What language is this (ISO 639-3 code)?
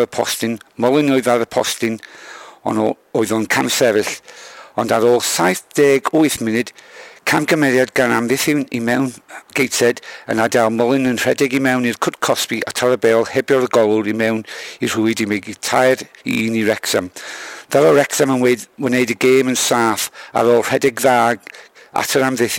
cym